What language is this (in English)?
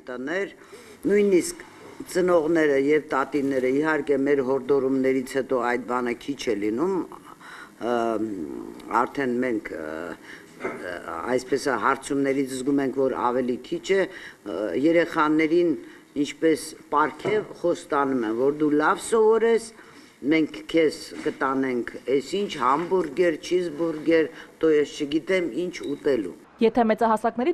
Armenian